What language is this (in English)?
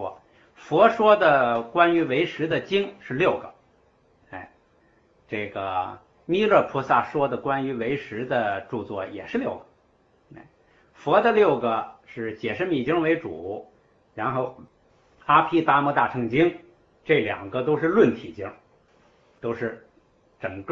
Chinese